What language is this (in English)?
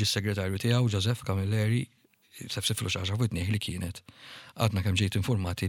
Maltese